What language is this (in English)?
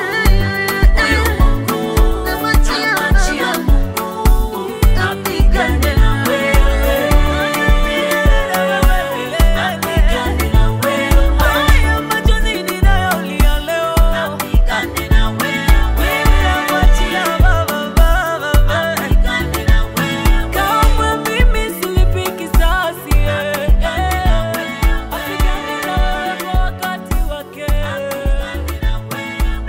Swahili